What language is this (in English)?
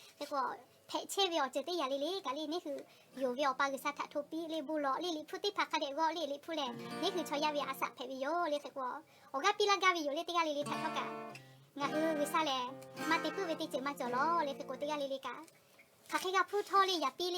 Lahu